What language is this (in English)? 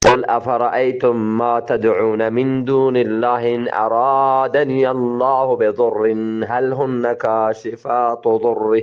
Eastern Balochi